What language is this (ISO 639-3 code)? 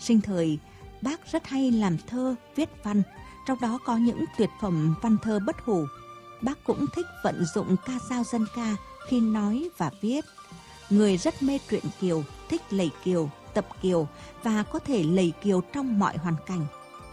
vie